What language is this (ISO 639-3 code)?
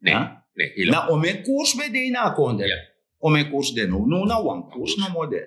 srn